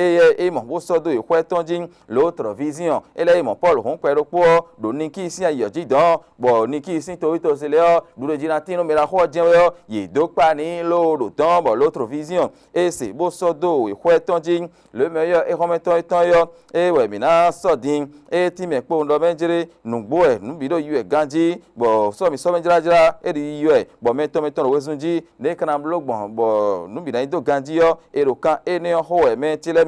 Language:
Fon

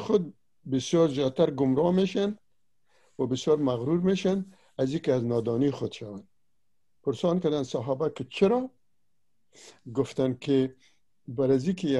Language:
Persian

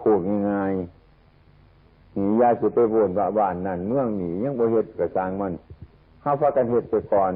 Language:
Northeastern Thai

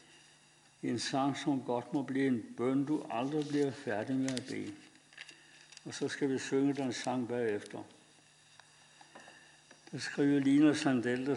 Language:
Danish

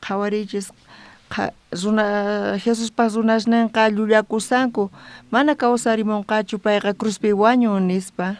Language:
South Bolivian Quechua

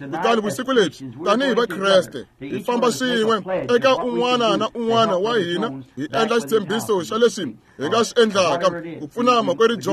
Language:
Tsonga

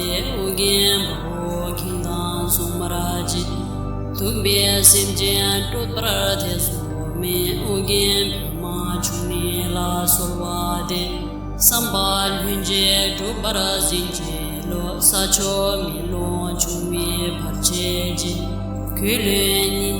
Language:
Tibetan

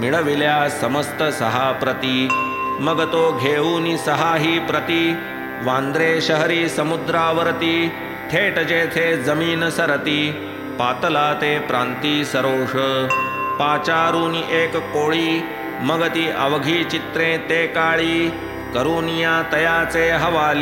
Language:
Marathi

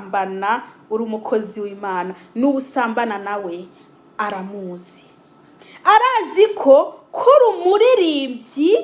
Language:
Rundi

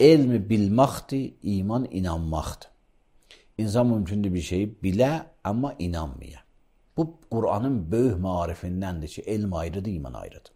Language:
Azerbaijani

